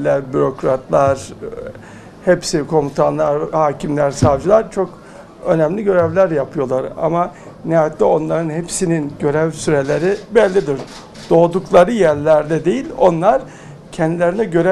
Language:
Turkish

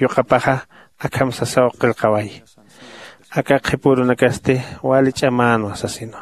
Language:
Aymara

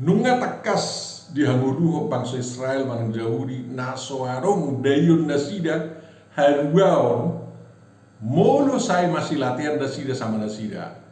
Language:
Batak Toba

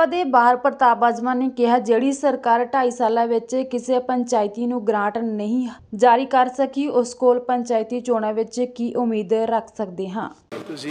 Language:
Punjabi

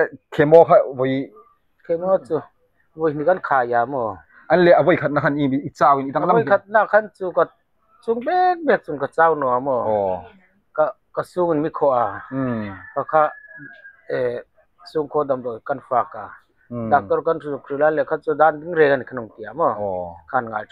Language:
Hmar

